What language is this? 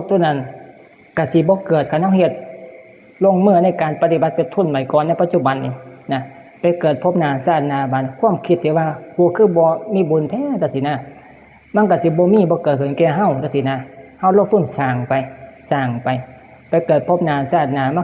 Northeastern Thai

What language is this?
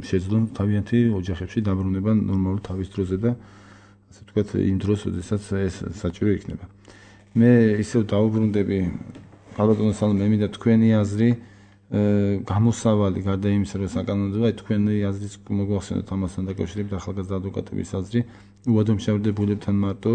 Georgian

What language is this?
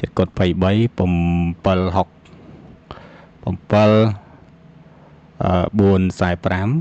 Khmer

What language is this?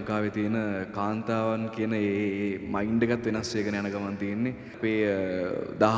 Sinhala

